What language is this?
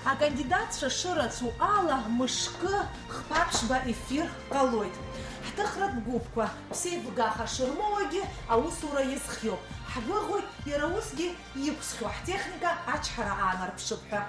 Abkhazian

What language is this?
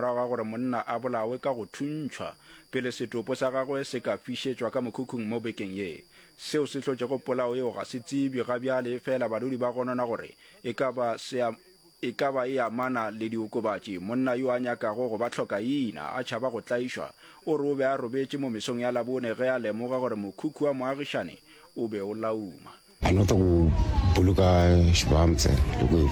Northern Sotho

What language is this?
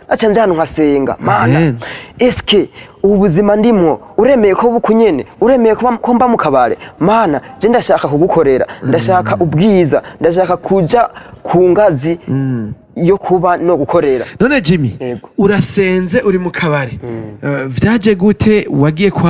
Rundi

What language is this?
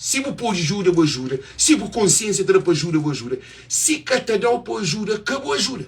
Kabuverdianu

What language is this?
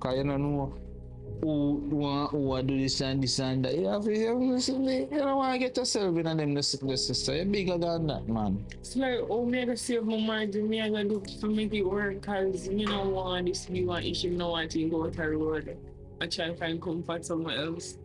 Jamaican Creole English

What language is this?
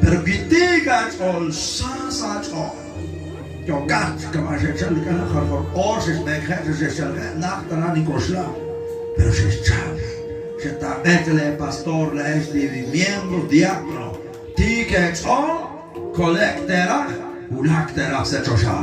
Kekchí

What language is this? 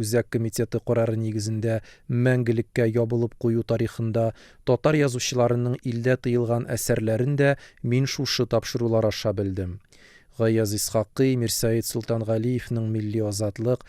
Tatar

